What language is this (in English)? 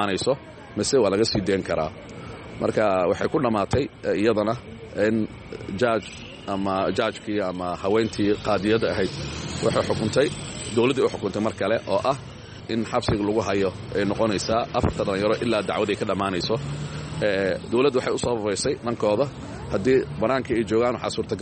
Somali